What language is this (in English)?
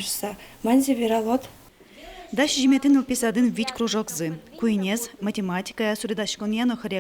Udmurt